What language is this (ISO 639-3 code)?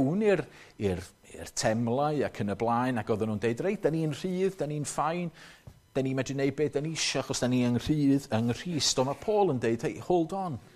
cym